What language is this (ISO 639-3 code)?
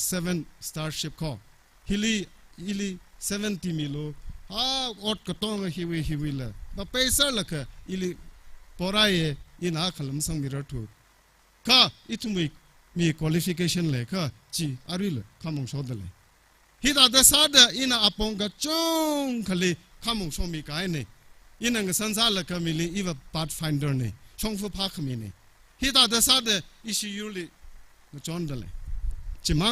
nmf